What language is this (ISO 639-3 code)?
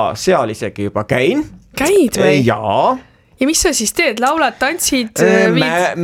est